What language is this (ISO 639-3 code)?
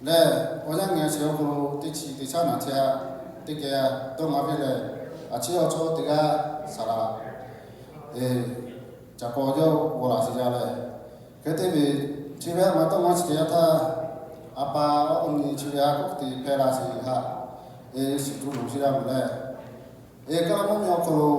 lhu